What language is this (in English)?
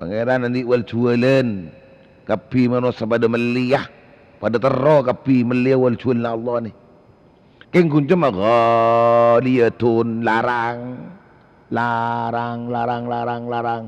Madurese